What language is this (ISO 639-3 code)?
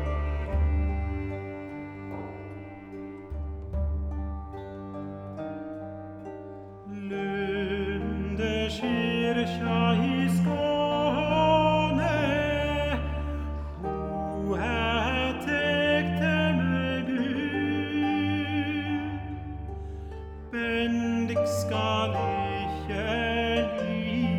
nor